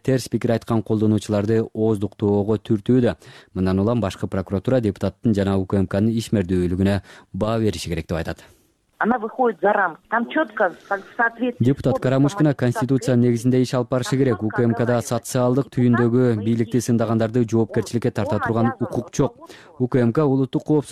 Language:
Kyrgyz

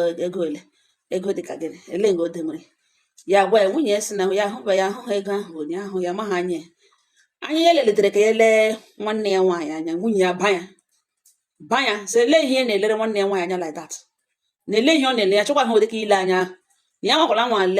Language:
Igbo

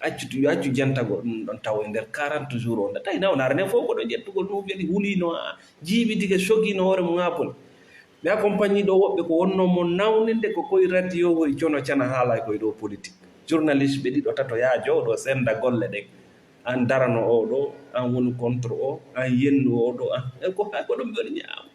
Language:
Fula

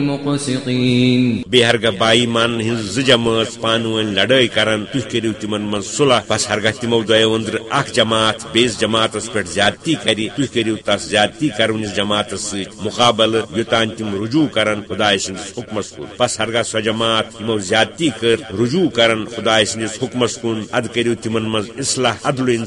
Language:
Kashmiri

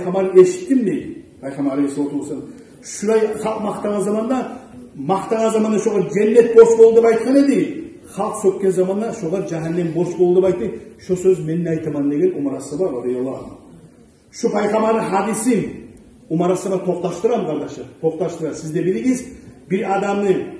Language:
Kumyk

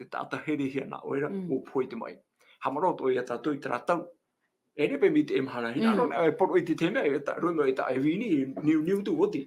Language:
Tahitian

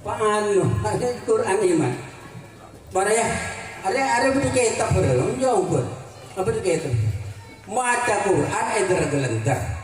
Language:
Madurese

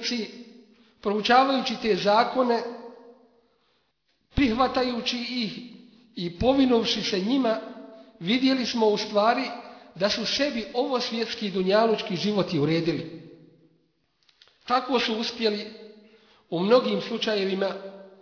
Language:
Bosnian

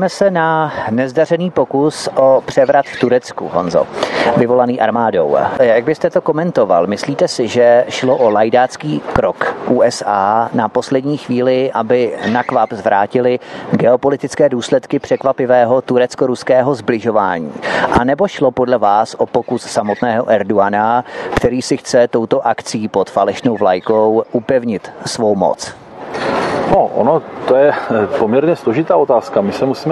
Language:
Czech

